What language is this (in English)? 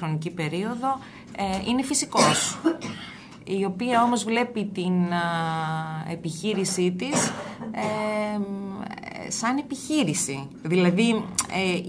Greek